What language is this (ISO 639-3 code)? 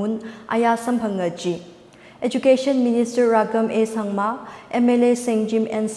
nmf